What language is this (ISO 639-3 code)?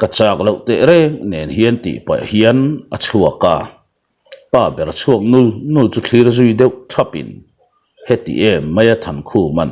lus